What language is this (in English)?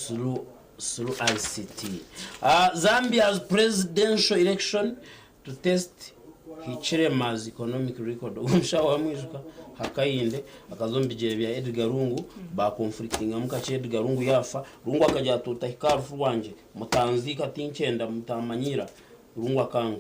Nyankole